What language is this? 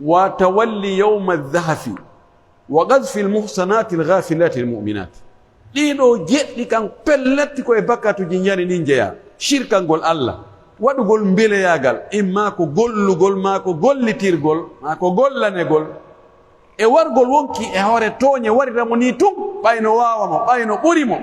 Pular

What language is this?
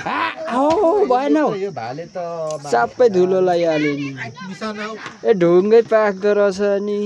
Nepali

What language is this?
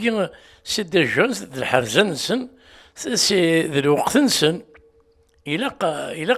Kabyle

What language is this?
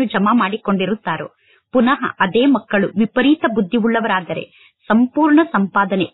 Kannada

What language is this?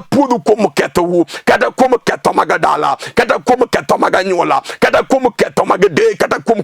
Luo (Kenya and Tanzania)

